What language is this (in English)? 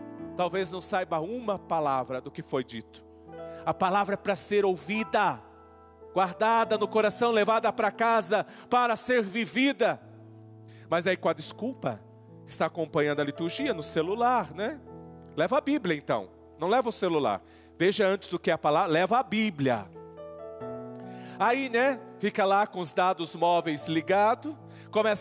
Portuguese